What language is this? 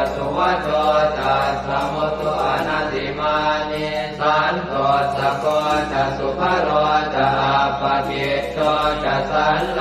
Pali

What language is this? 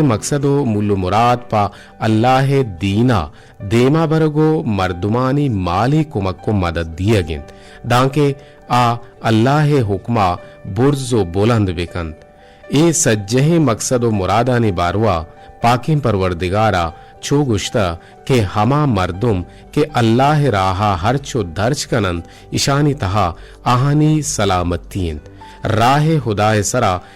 Eastern Balochi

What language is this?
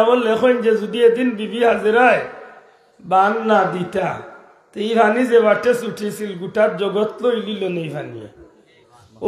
Sylheti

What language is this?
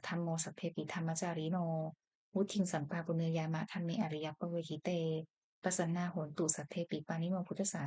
Pali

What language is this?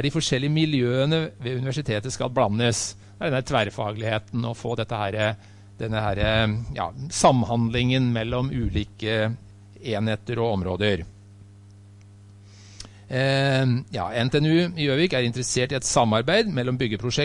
Norwegian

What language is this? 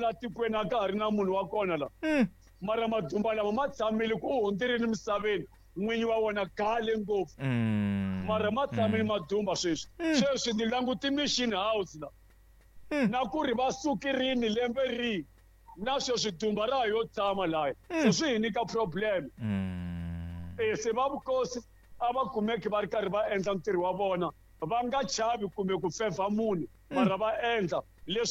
Tsonga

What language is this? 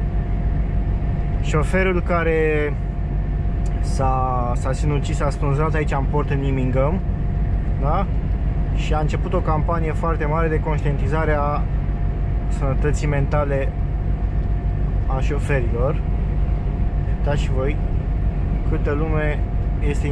Romanian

